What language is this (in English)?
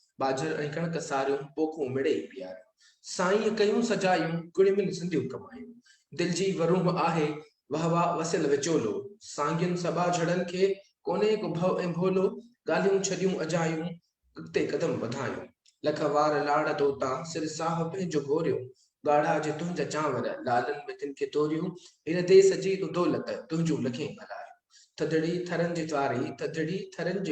Sindhi